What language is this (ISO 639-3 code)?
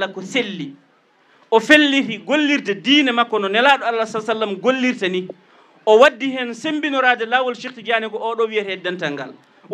ful